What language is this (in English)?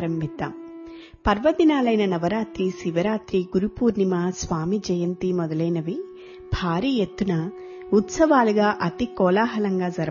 Telugu